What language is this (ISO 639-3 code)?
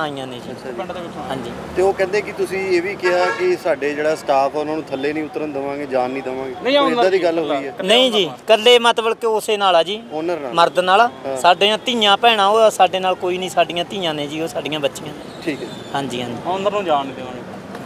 pan